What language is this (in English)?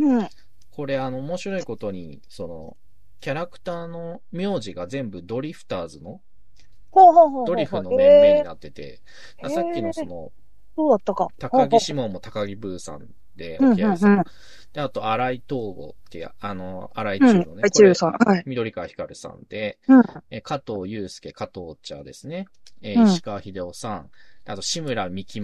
Japanese